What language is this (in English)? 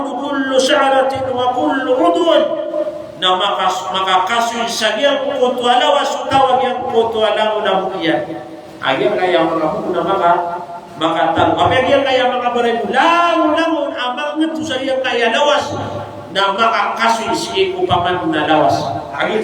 Maranao